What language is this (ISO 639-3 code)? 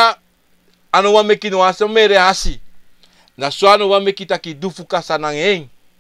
srn